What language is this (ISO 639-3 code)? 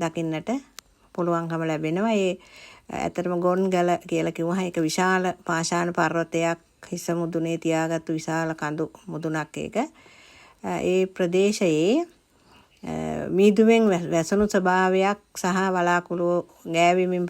sin